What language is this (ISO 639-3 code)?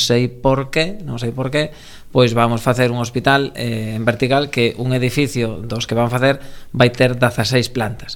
glg